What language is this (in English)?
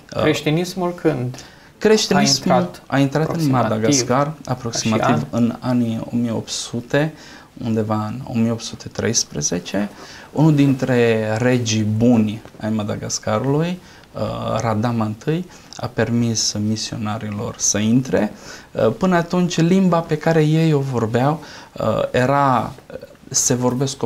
Romanian